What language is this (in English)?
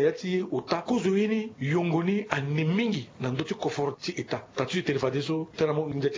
Sango